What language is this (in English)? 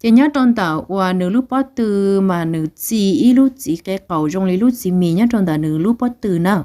Hmong